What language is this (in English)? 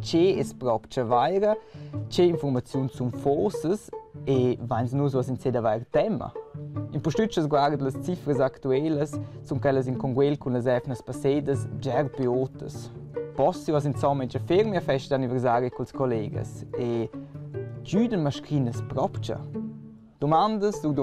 Romansh